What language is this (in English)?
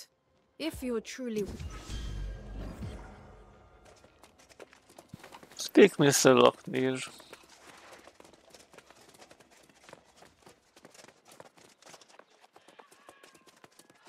Hungarian